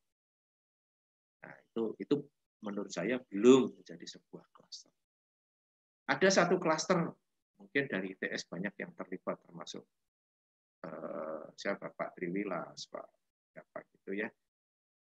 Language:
Indonesian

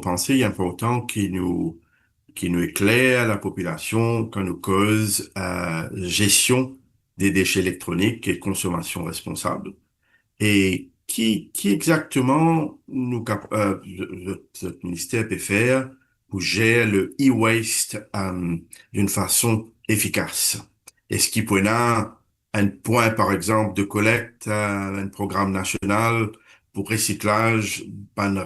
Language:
Morisyen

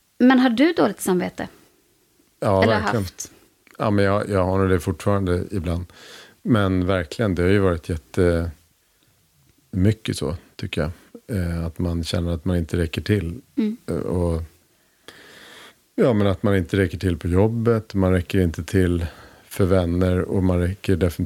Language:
Swedish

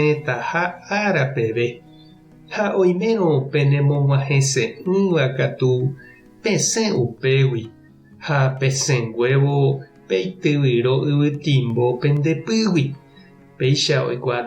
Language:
Guarani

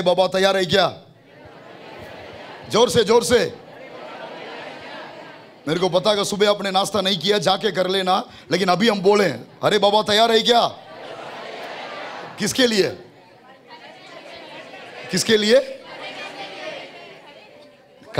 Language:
Hindi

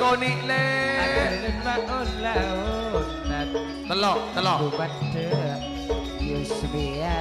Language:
Madurese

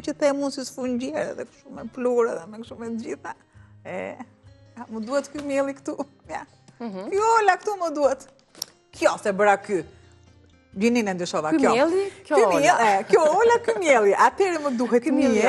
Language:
Albanian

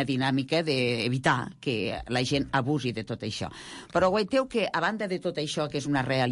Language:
Catalan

